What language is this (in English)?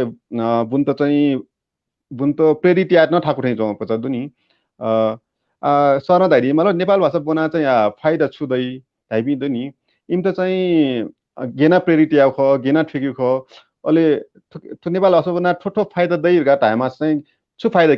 Newari